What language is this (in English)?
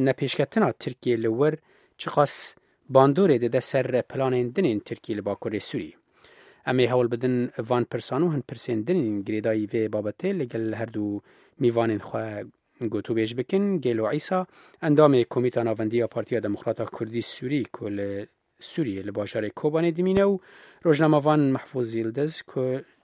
Kurdish